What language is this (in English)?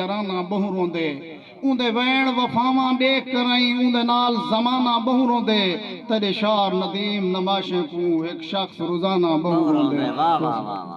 Saraiki